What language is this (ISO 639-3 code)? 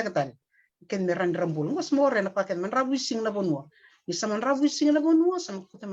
fij